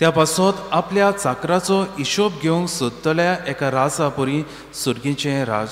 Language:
Konkani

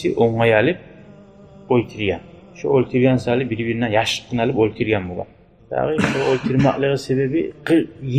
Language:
Kumyk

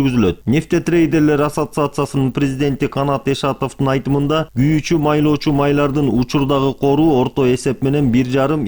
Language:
Kyrgyz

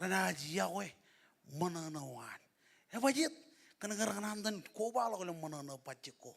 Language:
Marshallese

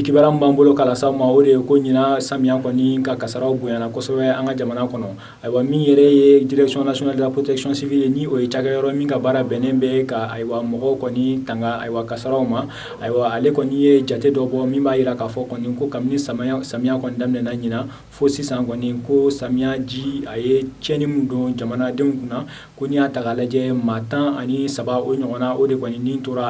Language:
Bambara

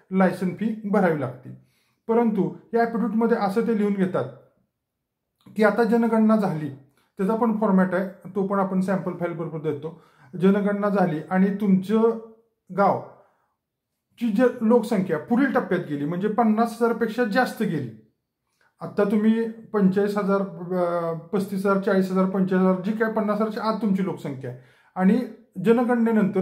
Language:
Marathi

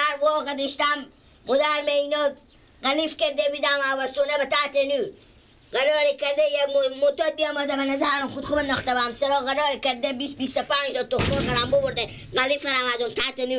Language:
Persian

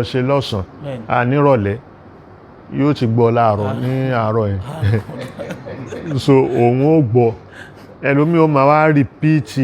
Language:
Yoruba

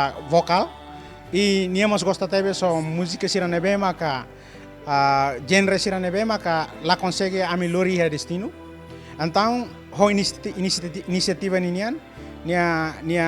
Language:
Tetum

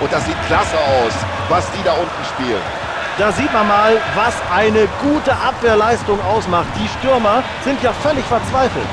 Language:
Bavarian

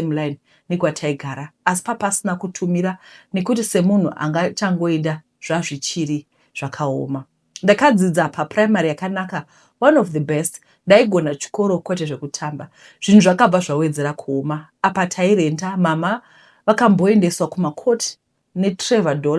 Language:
Shona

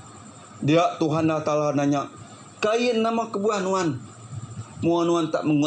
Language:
Iban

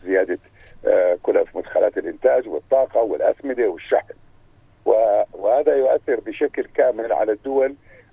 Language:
North Levantine Arabic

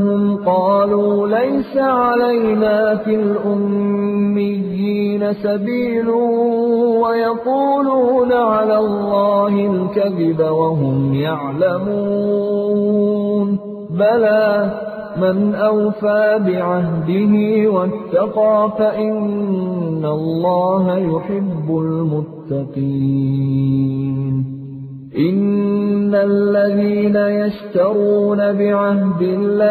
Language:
Arabic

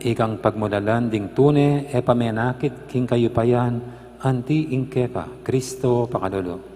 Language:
Pampanga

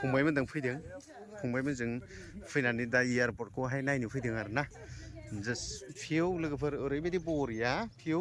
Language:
Bodo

